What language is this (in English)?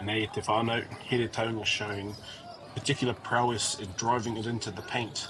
Māori